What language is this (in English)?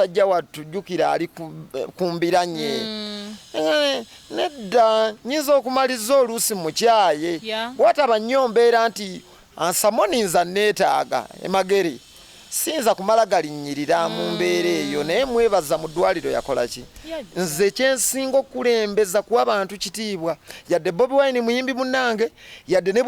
Ganda